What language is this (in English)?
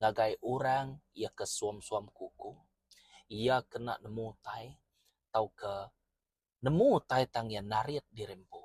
Iban